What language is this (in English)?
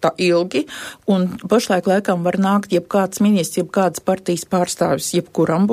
Latvian